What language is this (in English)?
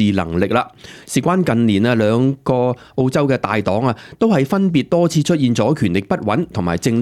Cantonese